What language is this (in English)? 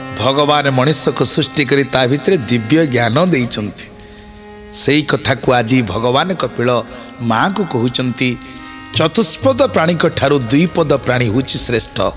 Odia